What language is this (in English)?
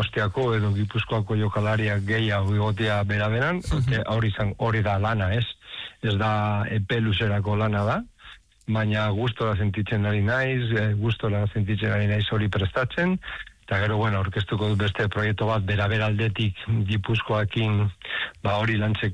Basque